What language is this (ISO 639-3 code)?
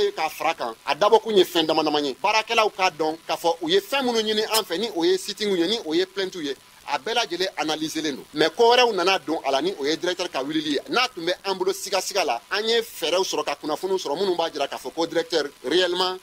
bam